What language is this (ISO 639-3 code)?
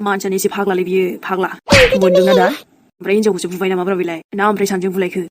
brx